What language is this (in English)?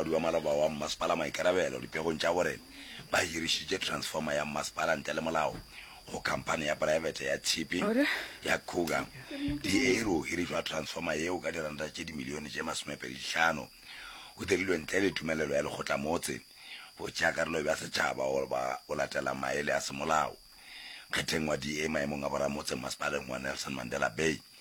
Northern Sotho